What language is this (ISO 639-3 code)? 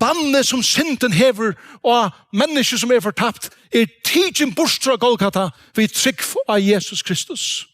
fao